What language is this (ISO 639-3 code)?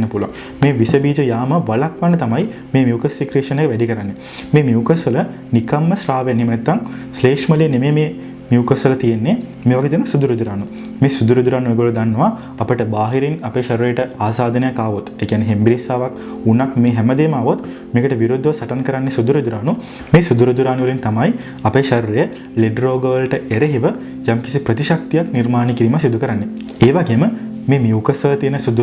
sin